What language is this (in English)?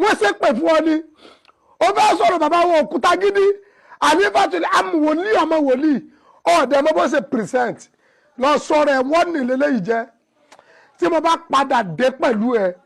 Yoruba